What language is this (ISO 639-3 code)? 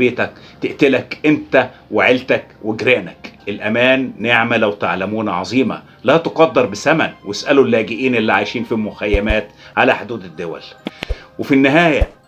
arz